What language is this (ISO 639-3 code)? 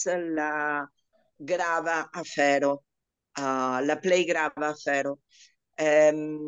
epo